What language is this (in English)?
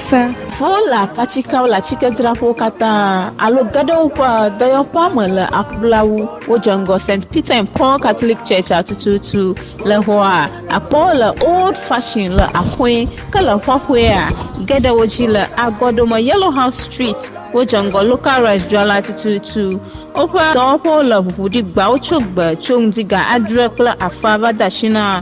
Ewe